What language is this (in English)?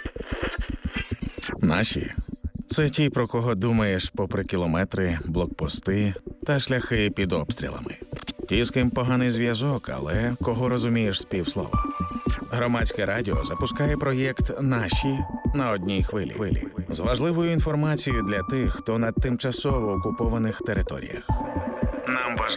Ukrainian